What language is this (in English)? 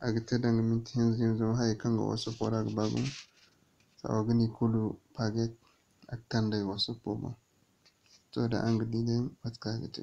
Zarma